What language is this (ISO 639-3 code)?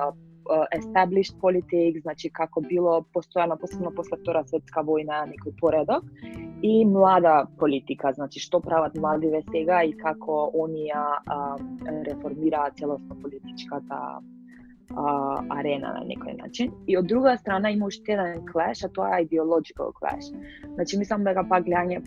mkd